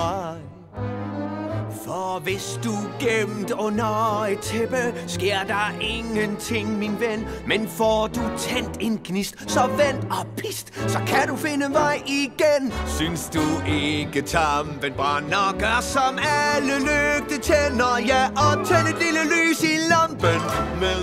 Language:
Danish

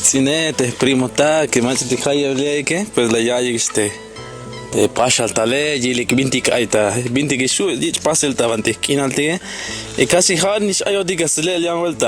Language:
Tzeltal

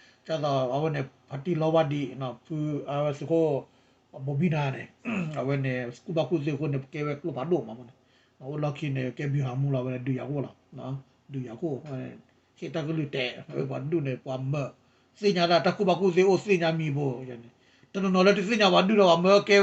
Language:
S'gaw Karen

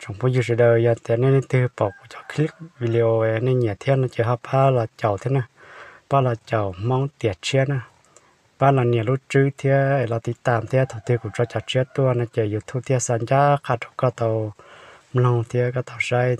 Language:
Hmong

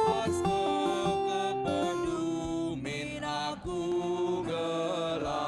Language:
Batak Karo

